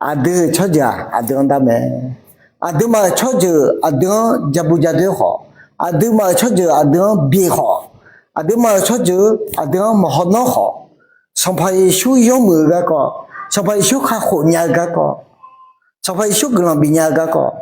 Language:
Akha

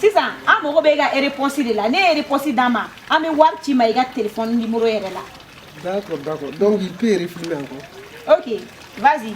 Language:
Bambara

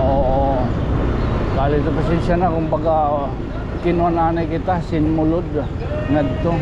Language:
Waray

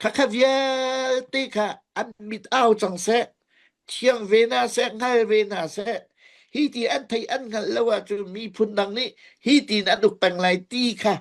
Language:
Hakha Chin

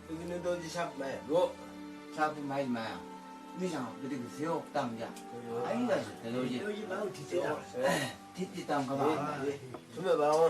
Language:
Chang Naga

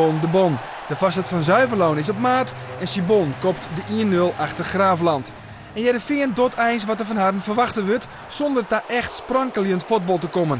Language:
Western Frisian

